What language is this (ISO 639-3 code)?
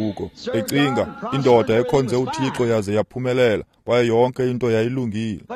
xho